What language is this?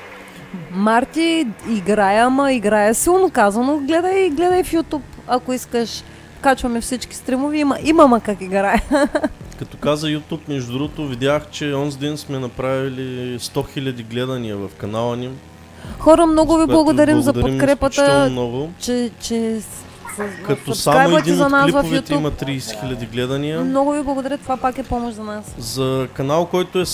Bulgarian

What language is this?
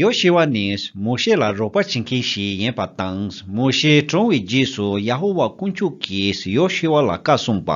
Tibetan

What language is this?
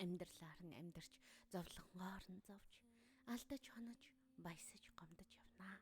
Mongolian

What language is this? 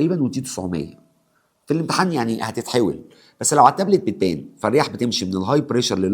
Egyptian Arabic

